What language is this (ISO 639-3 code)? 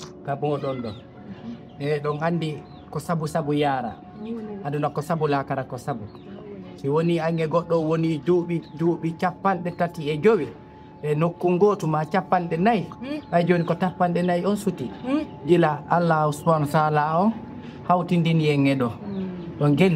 ful